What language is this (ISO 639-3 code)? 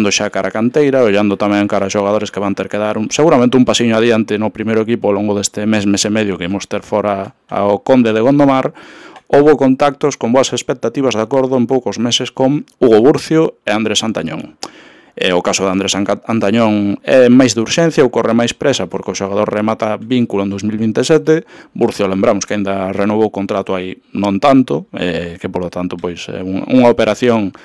glg